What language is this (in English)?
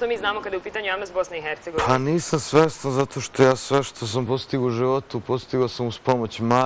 Bosnian